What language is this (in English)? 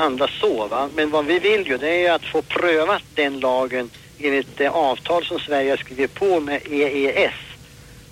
Swedish